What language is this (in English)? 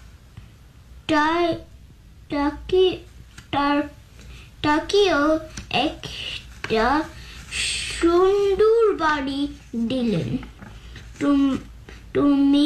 Bangla